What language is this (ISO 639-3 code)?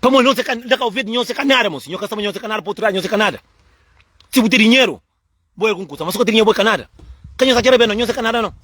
kea